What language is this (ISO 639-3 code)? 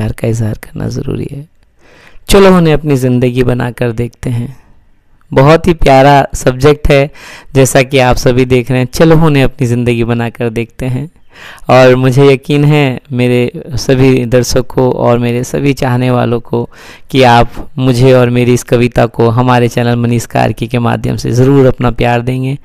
hin